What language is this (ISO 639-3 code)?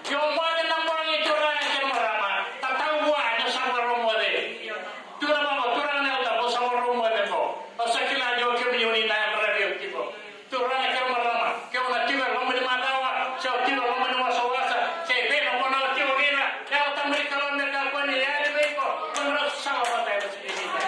fij